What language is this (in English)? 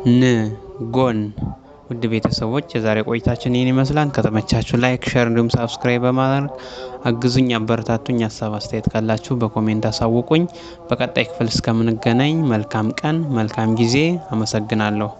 Amharic